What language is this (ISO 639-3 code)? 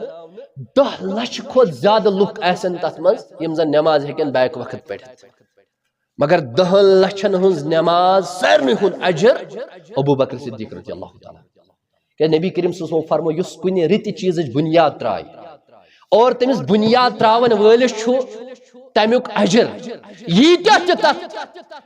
kas